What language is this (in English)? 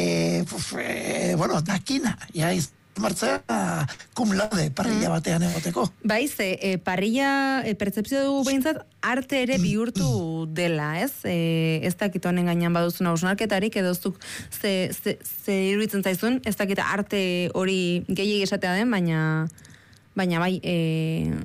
Basque